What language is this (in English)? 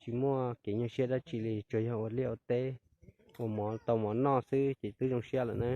Hmong